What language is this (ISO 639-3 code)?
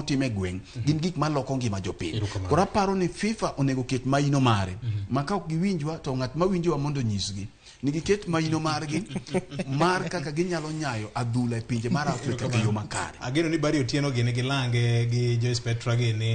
luo